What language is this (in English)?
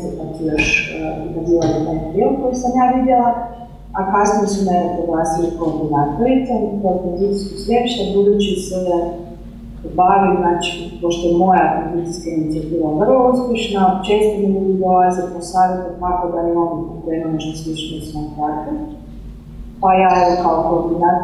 Croatian